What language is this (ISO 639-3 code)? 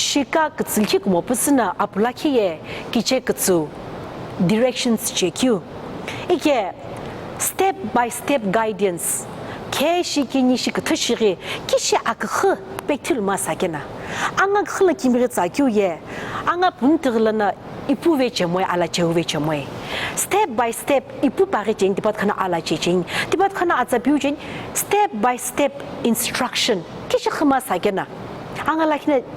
nsm